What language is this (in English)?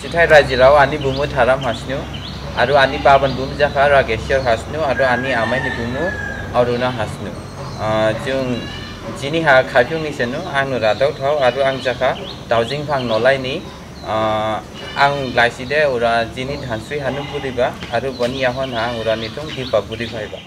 Dimasa